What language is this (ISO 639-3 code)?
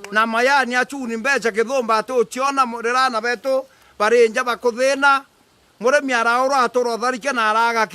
mer